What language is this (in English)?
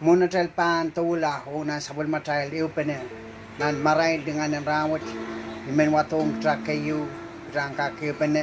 Pohnpeian